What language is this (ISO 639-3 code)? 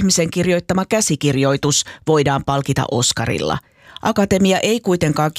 fin